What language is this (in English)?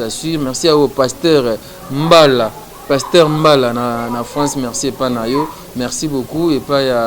Lingala